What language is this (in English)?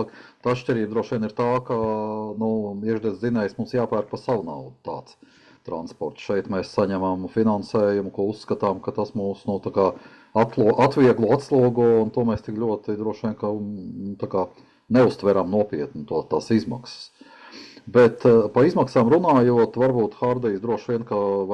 Latvian